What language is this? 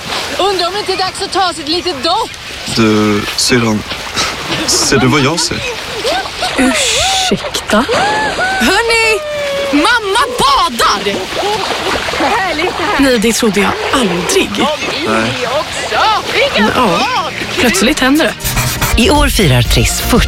Swedish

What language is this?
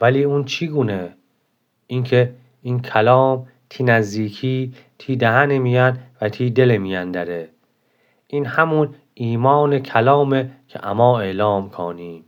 Gilaki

